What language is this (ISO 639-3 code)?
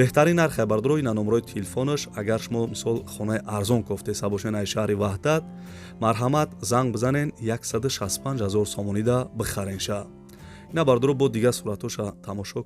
tgk